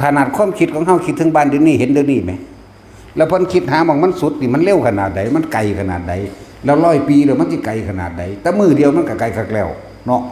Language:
Northeastern Thai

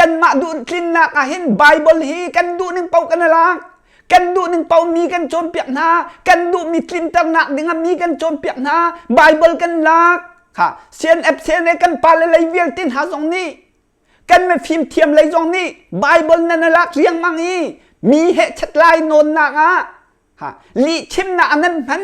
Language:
Hakha Chin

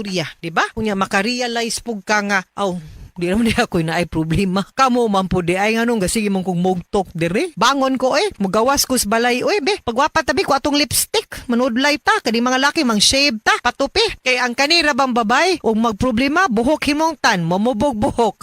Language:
Cebuano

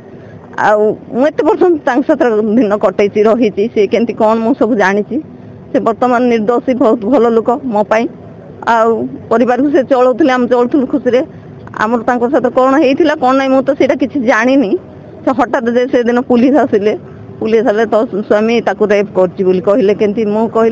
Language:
Odia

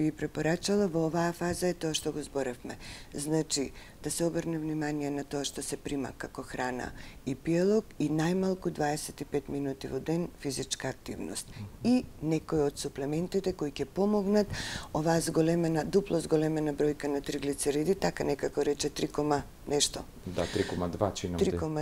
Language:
Macedonian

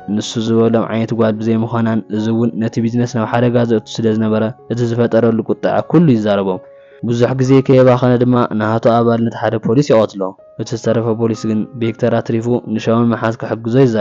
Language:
Tigrinya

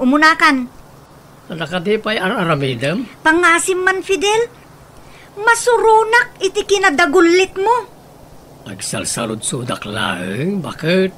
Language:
Iloko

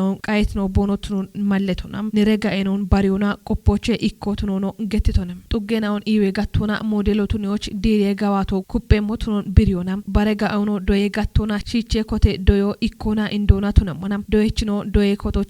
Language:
Kafa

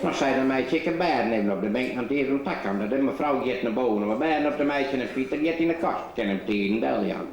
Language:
Western Frisian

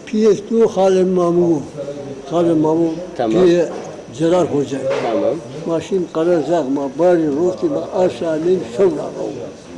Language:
Zaza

